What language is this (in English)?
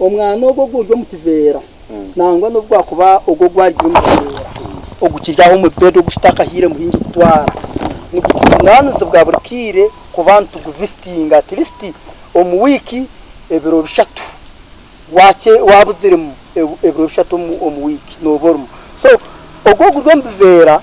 Nyankole